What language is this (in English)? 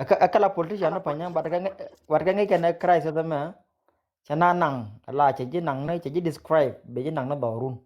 Nuer